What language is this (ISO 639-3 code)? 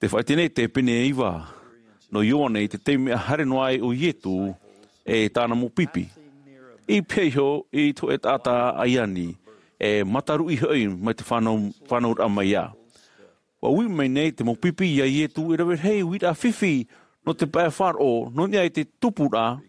tah